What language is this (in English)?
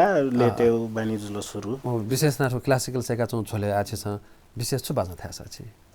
Newari